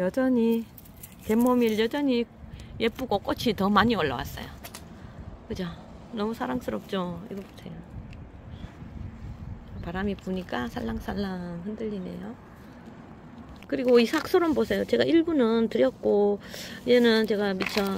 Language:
Korean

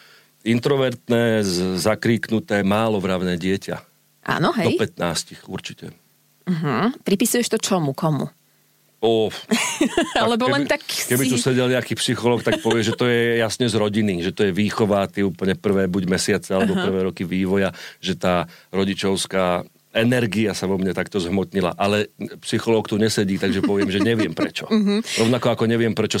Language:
Slovak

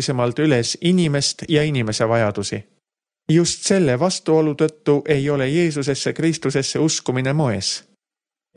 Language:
Estonian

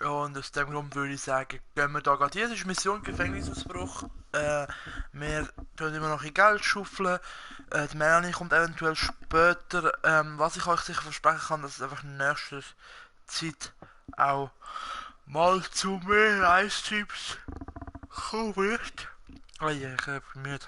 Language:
Swiss German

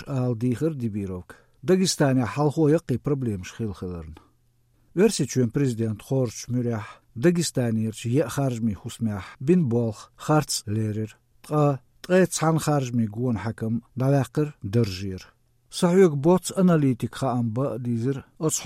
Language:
Chechen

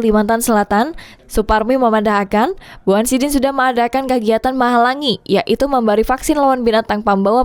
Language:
Banjar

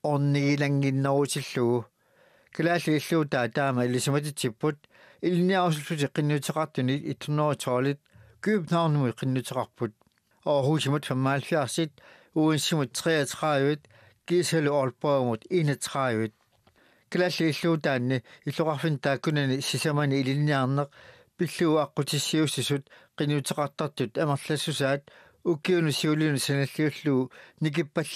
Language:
Kalaallisut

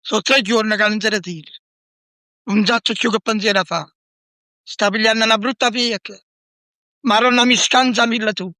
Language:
Neapolitan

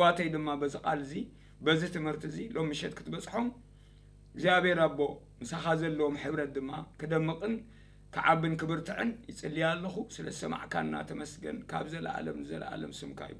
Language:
Tigrinya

